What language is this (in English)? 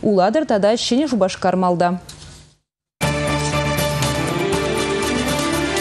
Chuvash